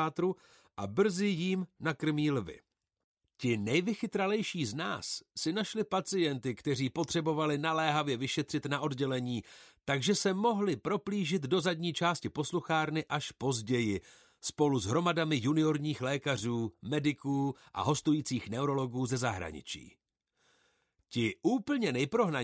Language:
Czech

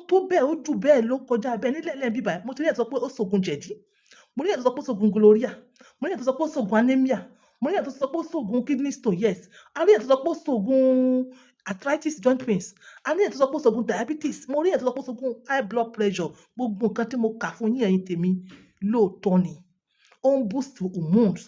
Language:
Yoruba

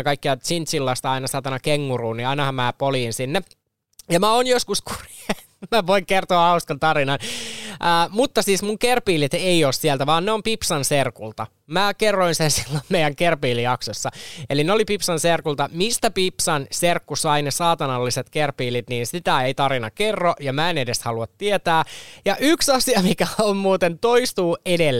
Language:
Finnish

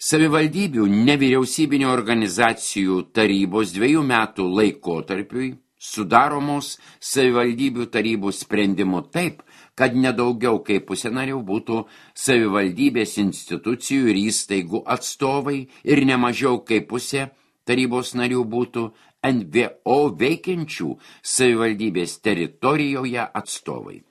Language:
Lithuanian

